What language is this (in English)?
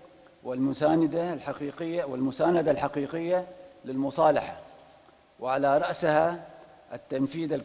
Arabic